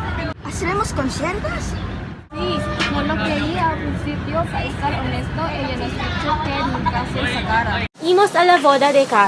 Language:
Aragonese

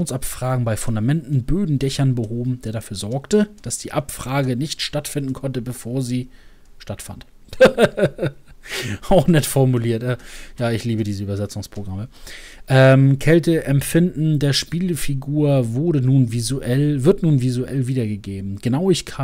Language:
German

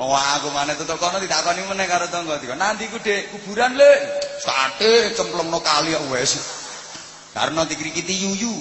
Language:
Javanese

